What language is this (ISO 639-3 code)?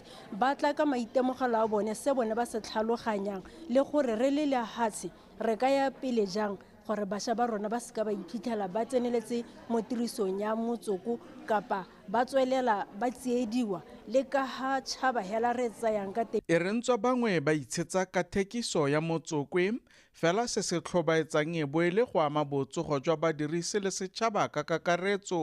tsn